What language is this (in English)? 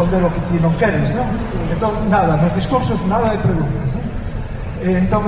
Galician